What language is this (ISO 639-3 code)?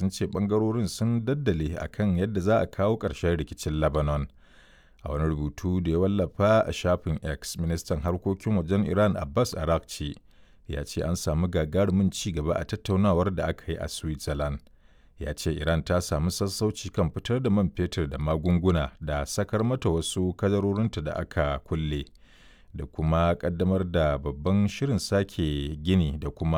hau